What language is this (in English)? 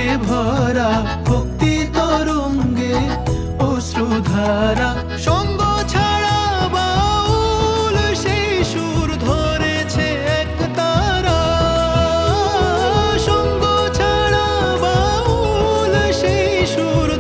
Bangla